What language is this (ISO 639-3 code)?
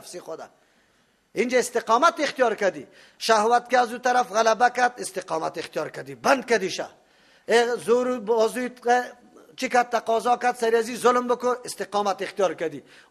fas